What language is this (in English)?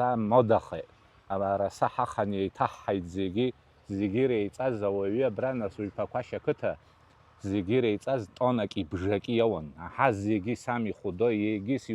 Abkhazian